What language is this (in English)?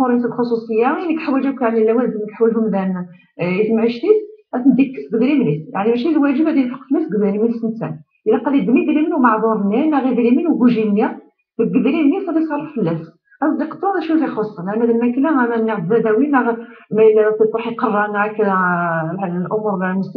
Kabyle